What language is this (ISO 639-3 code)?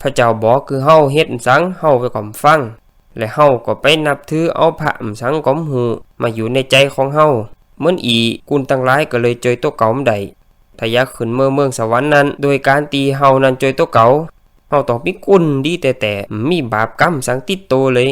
lao